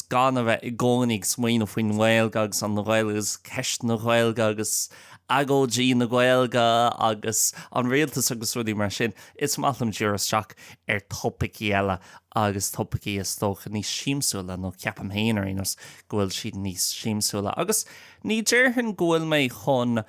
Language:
Irish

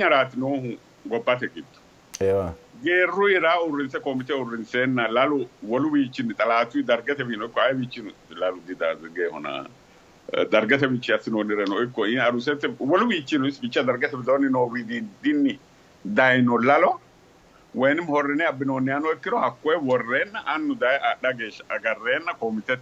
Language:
Sidamo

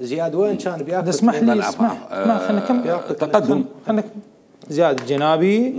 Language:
Mesopotamian Arabic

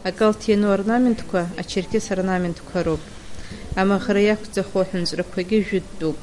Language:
Abkhazian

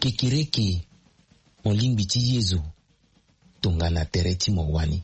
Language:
Sango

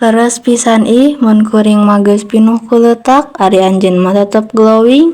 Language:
Sundanese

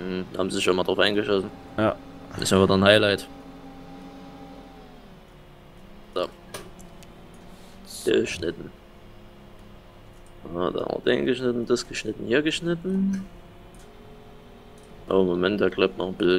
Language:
German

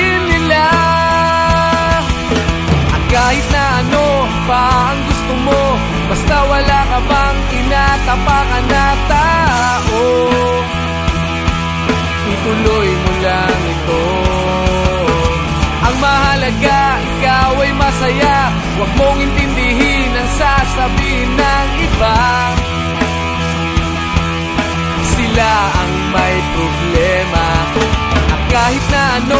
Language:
Filipino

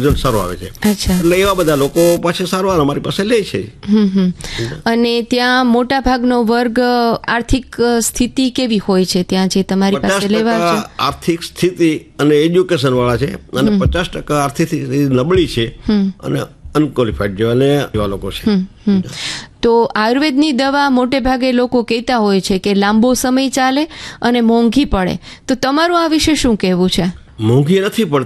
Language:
Gujarati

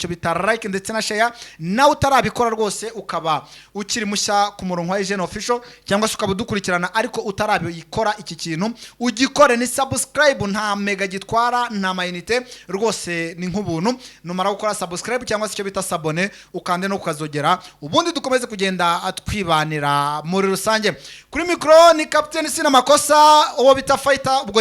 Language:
Kinyarwanda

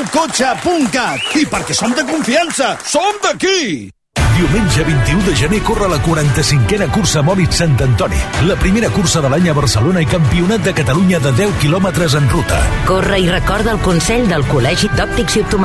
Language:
Catalan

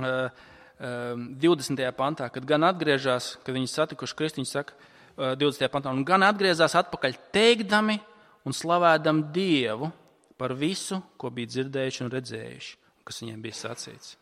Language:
Latvian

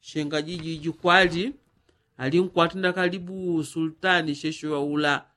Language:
Yao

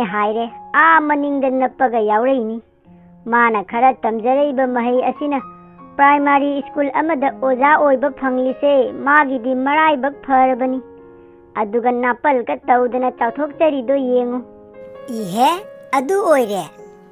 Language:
Manipuri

